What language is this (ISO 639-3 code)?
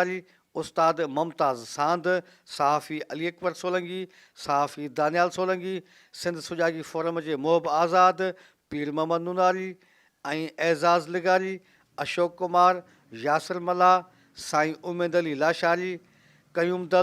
snd